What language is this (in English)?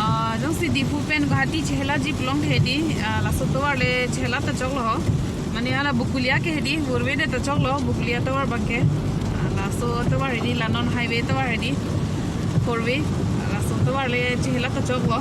Karbi